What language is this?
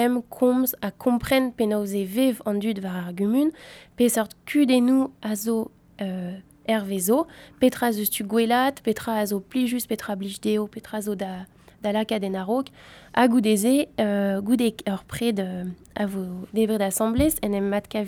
Breton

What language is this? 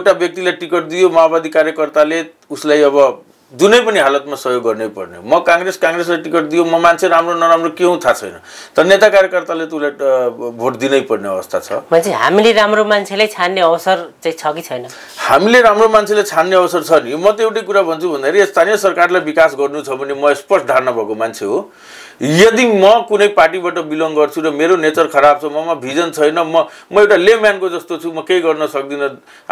Nepali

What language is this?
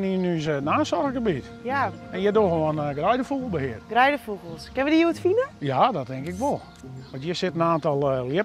Western Frisian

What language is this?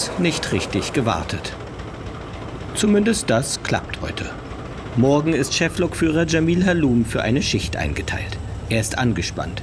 German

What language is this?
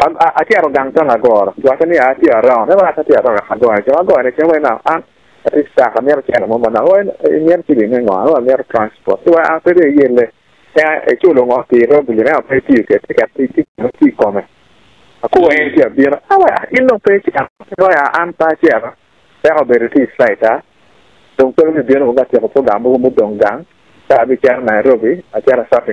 Acoli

